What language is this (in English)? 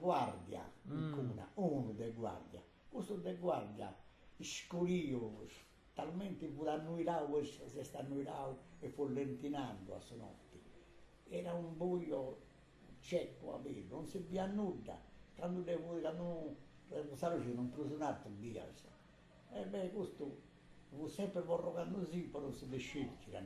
Sardinian